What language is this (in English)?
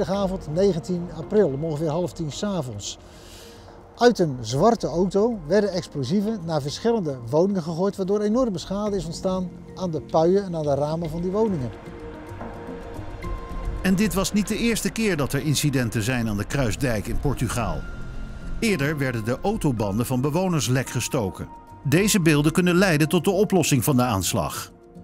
Dutch